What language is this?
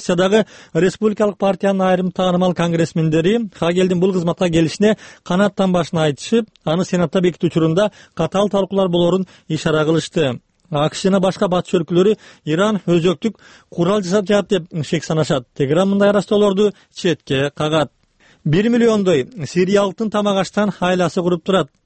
Kyrgyz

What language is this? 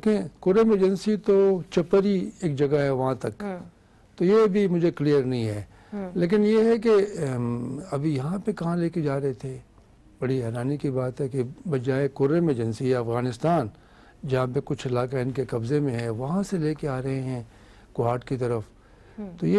Urdu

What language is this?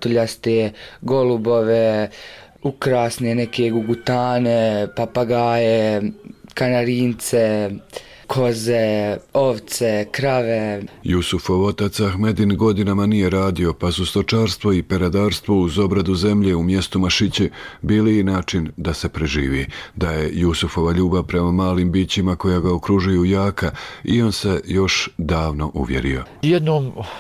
Bosnian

